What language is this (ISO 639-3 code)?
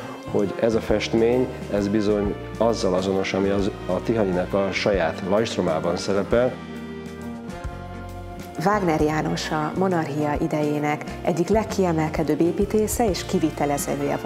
hun